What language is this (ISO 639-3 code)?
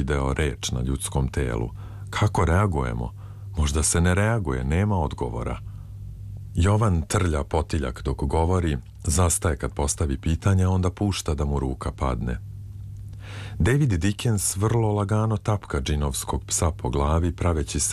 srp